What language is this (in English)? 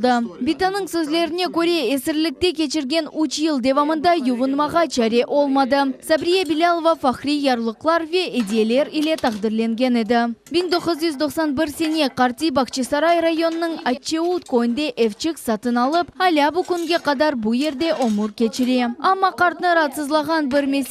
Crimean Tatar